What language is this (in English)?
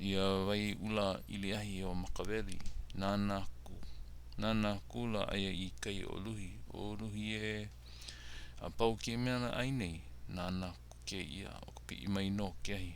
Hawaiian